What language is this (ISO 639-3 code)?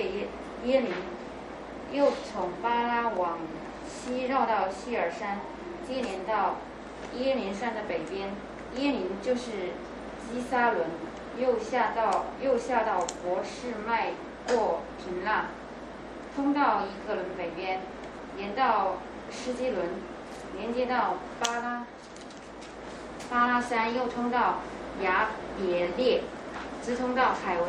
zho